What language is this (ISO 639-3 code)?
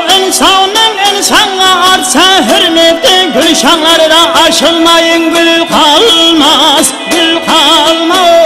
kaa